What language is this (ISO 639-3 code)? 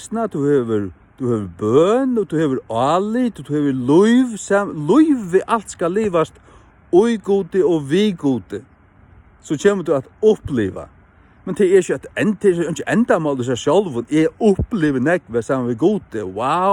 fao